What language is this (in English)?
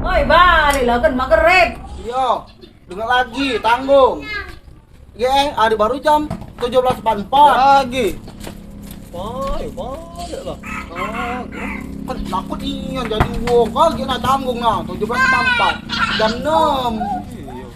Musi